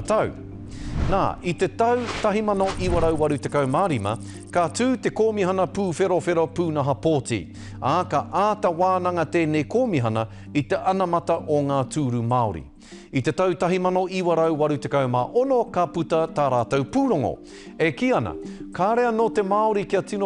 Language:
Māori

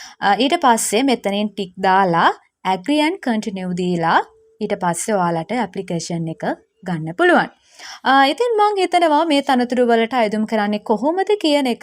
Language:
Sinhala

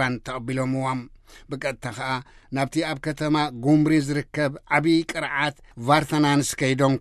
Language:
Tigrinya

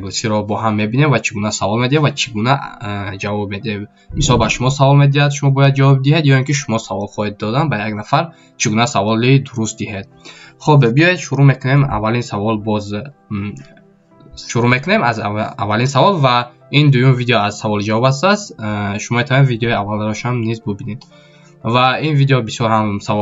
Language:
Tajik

